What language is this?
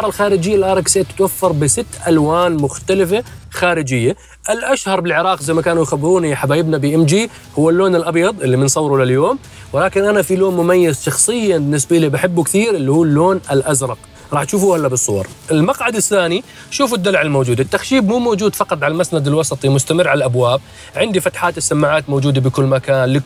Mesopotamian Arabic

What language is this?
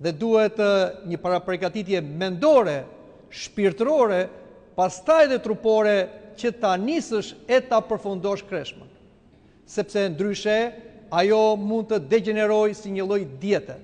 Albanian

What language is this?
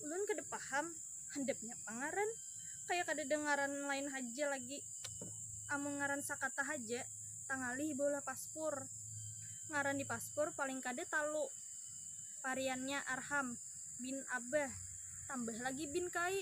Banjar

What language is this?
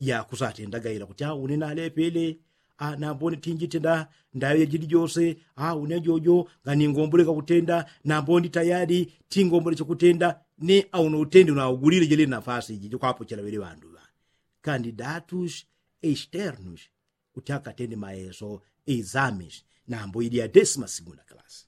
Yao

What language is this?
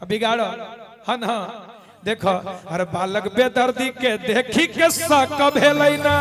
Magahi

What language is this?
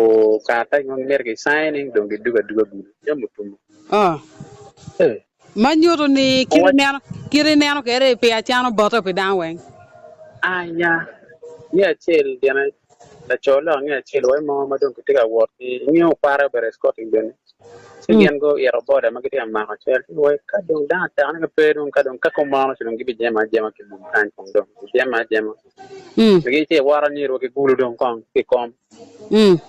Acoli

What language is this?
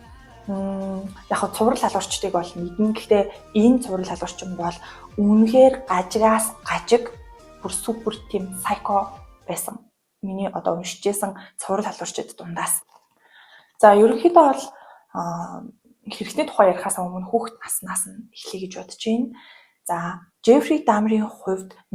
Mongolian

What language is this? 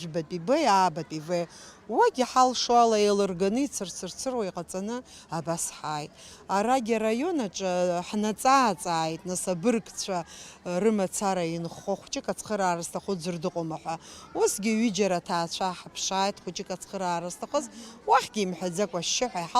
Abkhazian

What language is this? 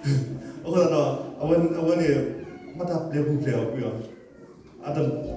S'gaw Karen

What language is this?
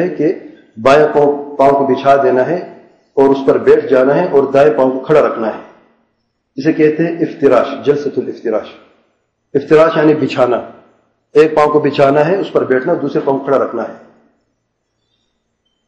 Urdu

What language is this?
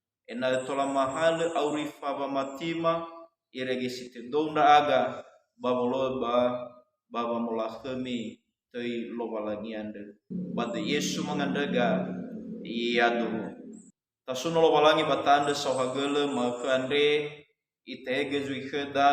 Nias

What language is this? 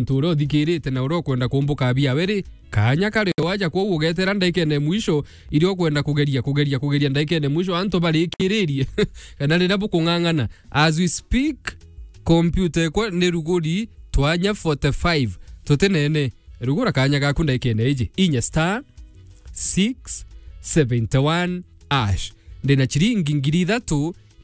Meru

